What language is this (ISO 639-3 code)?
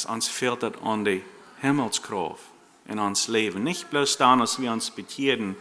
pdt